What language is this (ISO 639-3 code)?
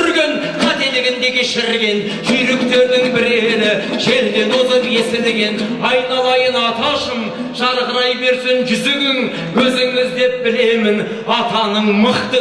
kaz